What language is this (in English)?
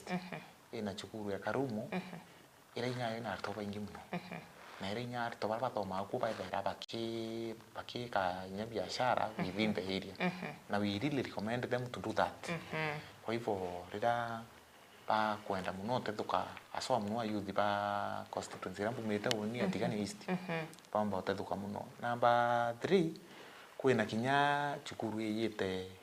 Meru